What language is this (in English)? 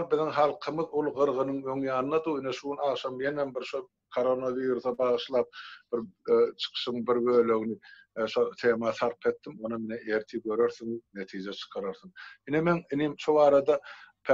Turkmen